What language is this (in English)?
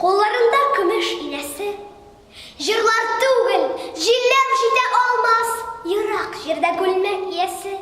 Tatar